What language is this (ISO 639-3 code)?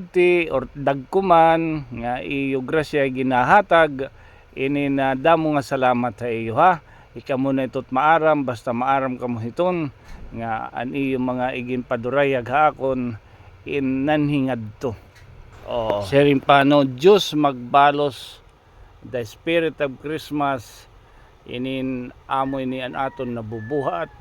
war